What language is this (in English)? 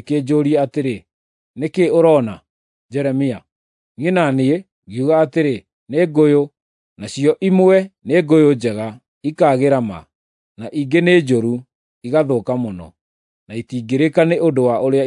Kikuyu